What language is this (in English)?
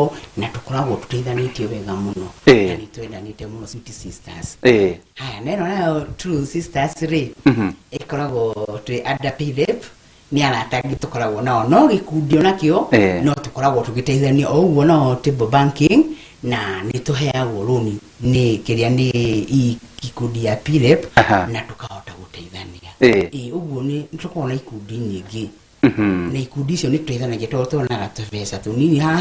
Kikuyu